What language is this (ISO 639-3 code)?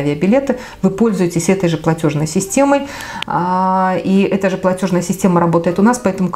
rus